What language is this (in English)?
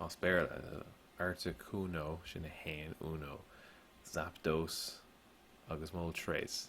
Irish